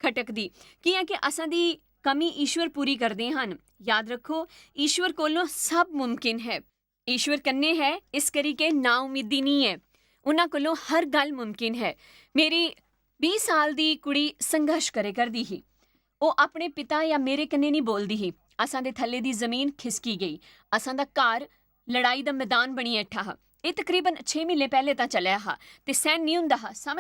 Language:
Dogri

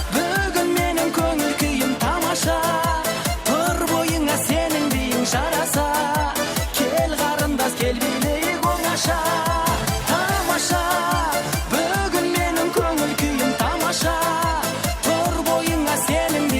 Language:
Kara-Kalpak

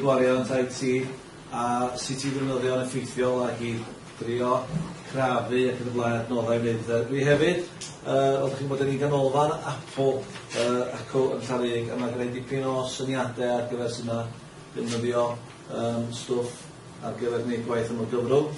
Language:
Welsh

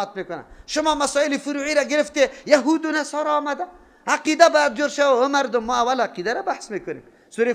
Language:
Persian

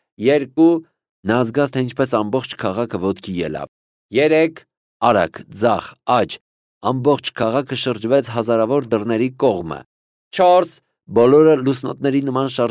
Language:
Armenian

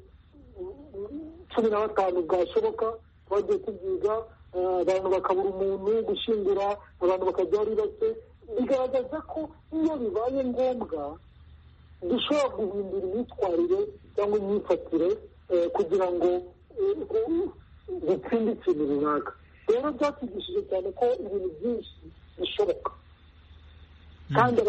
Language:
Kinyarwanda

